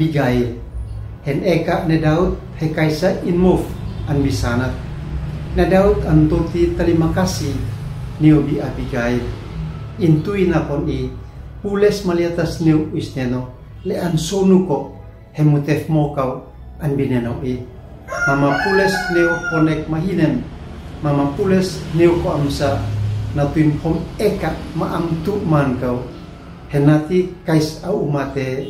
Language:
Uab Meto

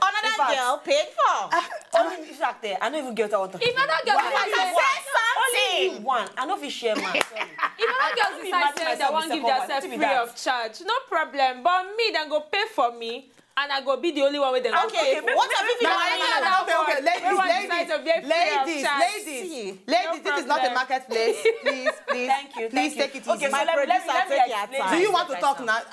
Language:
Nigerian Pidgin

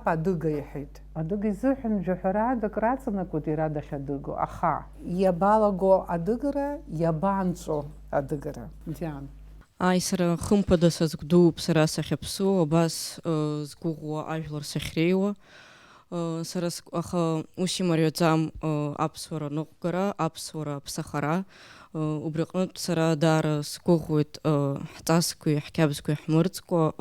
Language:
Abkhazian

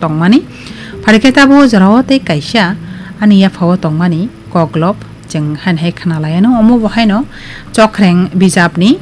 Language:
Kok Borok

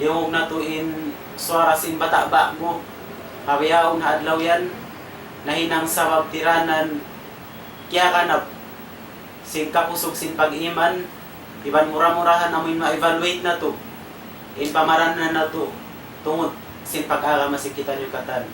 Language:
Tausug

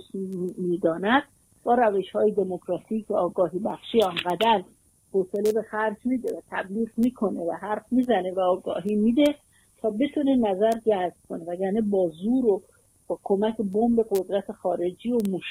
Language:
Persian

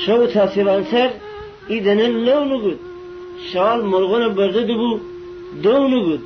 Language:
Gilaki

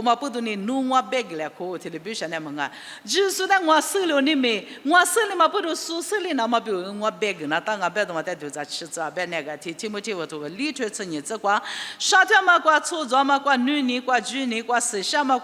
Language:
Lisu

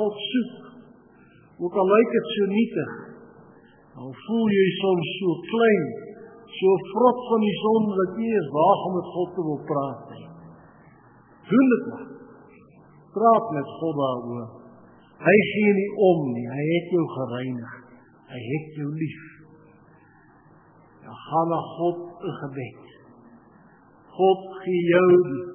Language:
Afrikaans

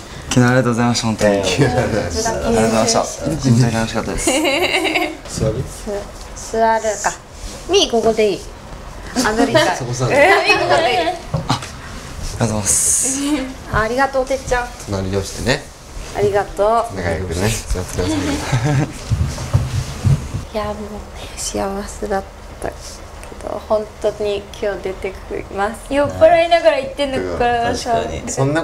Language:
Japanese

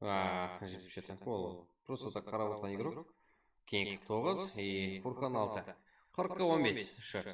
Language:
Kara-Kalpak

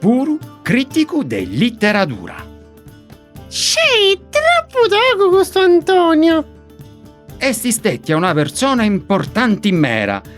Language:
Sardinian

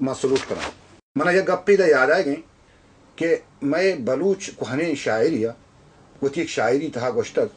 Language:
Baluchi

